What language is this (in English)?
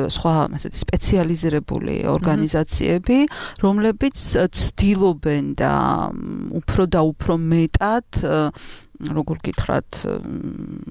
Georgian